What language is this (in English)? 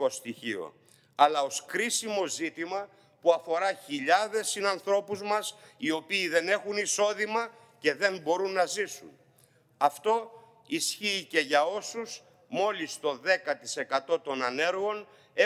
Greek